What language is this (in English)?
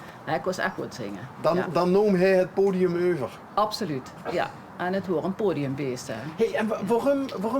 Limburgish